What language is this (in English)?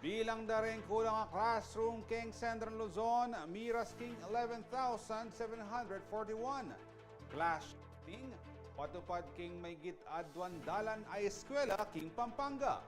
Pampanga